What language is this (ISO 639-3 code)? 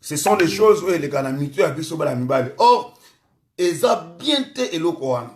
lin